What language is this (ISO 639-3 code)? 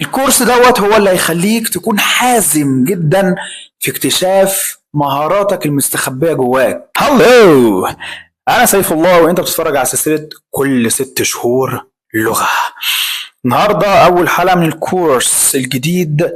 arz